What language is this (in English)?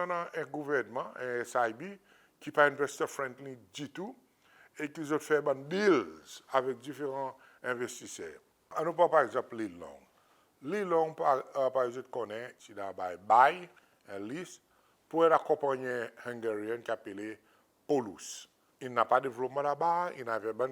Seselwa Creole French